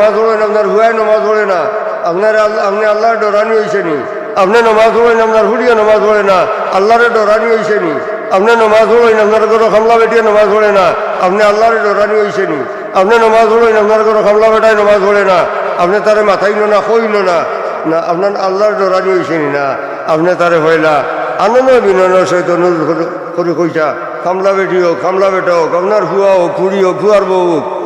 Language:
Sylheti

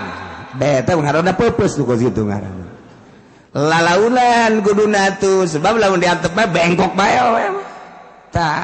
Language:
Sundanese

